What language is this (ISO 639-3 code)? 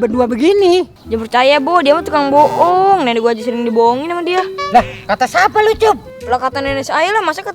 bew